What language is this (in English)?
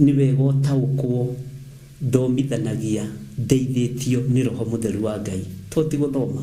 Kikuyu